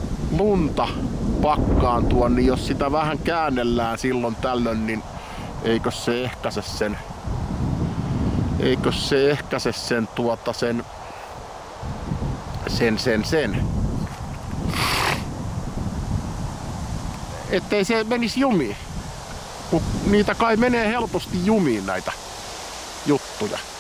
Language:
Finnish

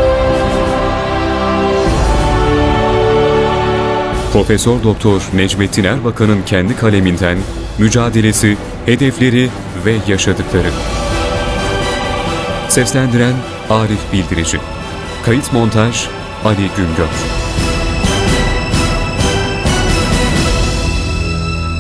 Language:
Turkish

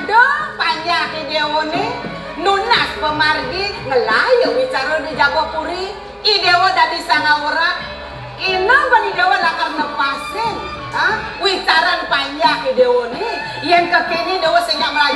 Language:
Balinese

